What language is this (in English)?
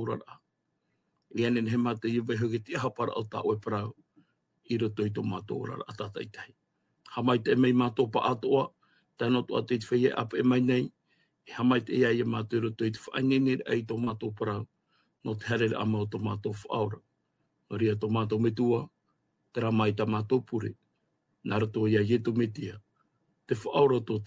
Tahitian